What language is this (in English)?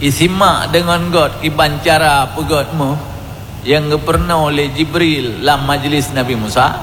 Achinese